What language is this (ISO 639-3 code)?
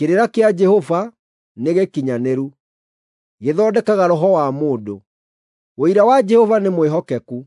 kik